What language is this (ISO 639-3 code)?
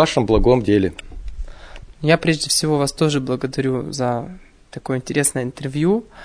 rus